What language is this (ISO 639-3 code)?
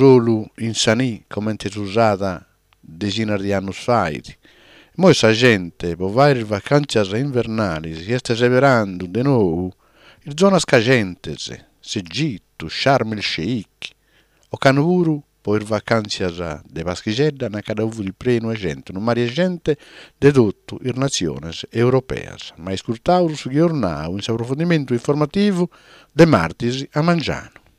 srd